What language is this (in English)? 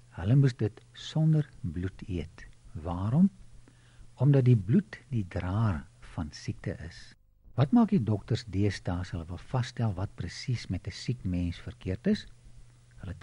Afrikaans